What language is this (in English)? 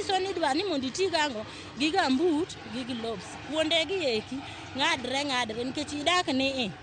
Luo (Kenya and Tanzania)